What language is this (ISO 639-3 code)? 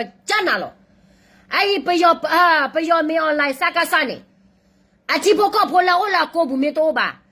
ksw